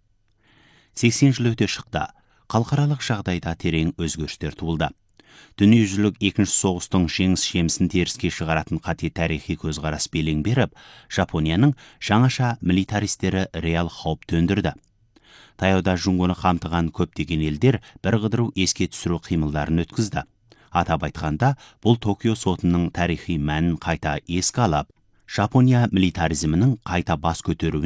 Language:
Kazakh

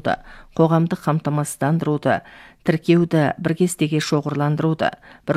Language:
Kazakh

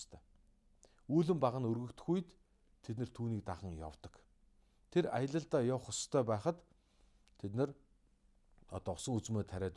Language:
Mongolian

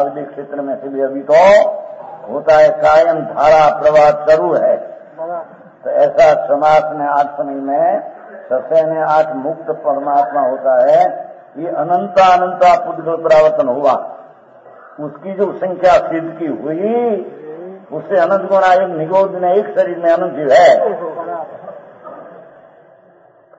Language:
Hindi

